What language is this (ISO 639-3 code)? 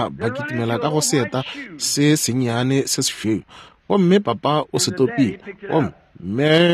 nso